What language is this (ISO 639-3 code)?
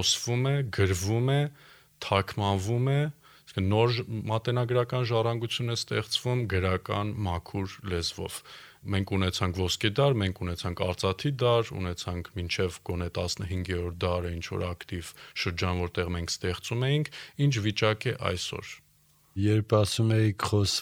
hye